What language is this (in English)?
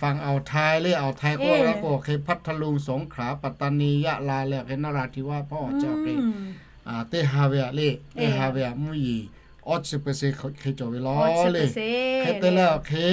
Lahu